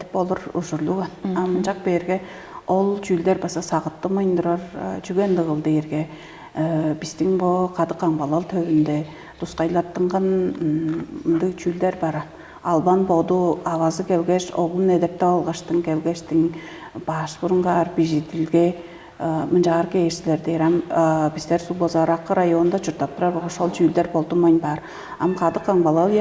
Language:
Tuvinian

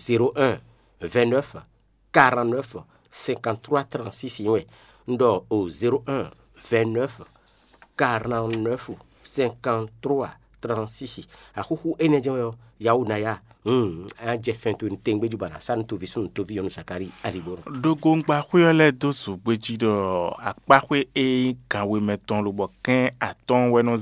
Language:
Fon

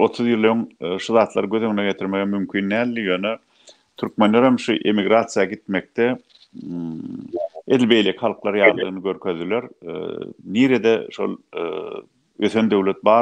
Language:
Turkmen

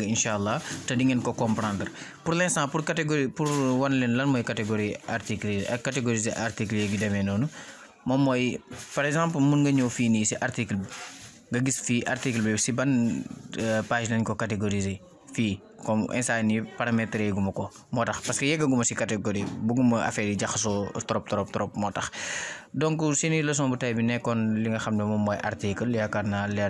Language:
Wolof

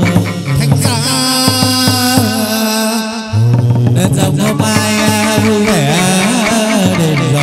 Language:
Vietnamese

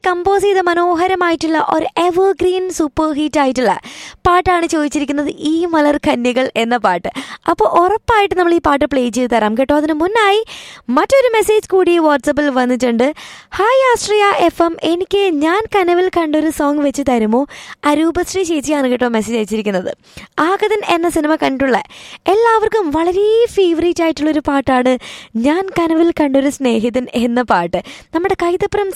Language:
Malayalam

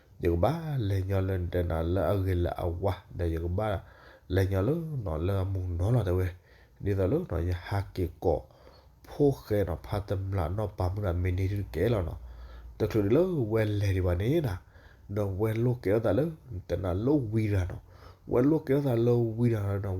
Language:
S'gaw Karen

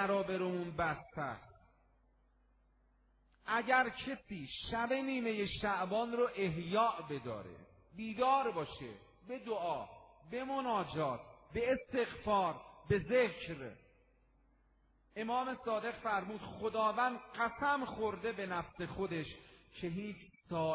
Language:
Persian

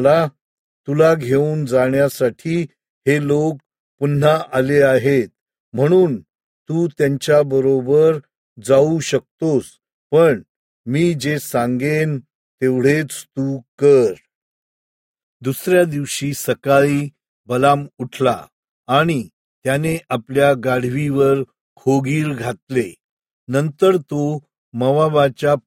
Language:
Marathi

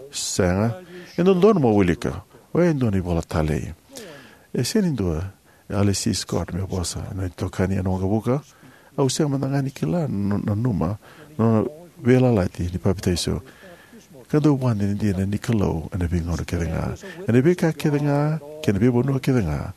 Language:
Fijian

